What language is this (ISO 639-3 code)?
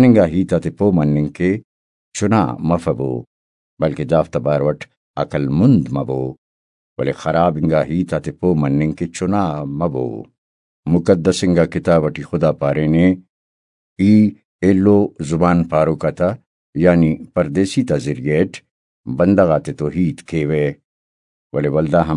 brh